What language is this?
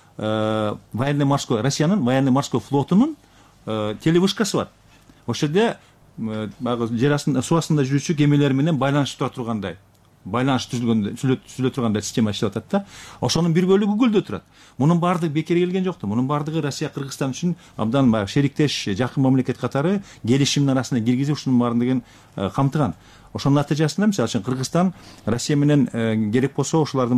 Kyrgyz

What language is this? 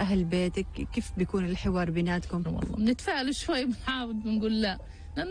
North Levantine Arabic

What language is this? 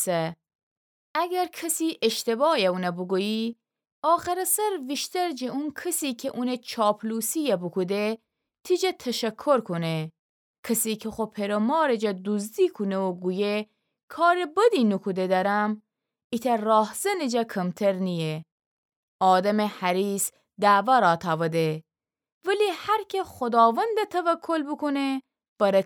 Gilaki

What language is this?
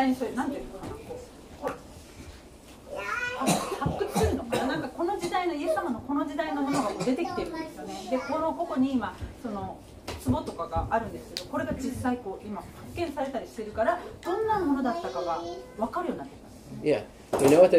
Japanese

